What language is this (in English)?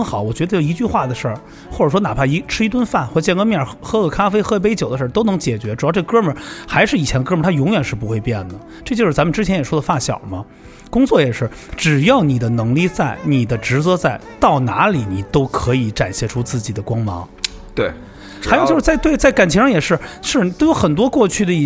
Chinese